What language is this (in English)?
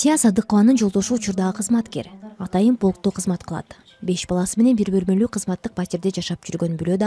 Kyrgyz